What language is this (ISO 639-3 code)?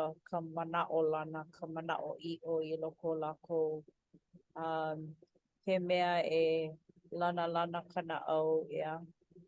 haw